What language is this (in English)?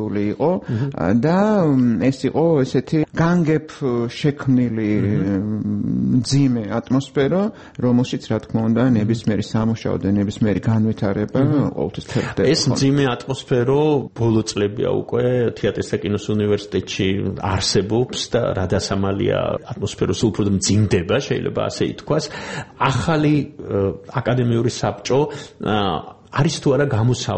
Georgian